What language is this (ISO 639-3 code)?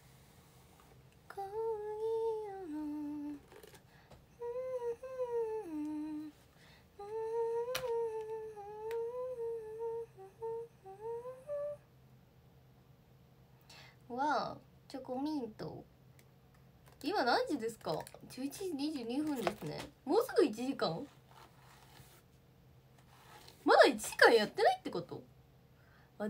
jpn